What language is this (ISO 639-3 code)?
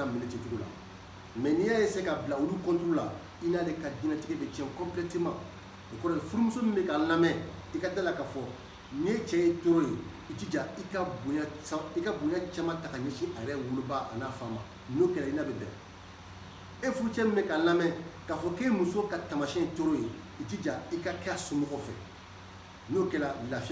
bam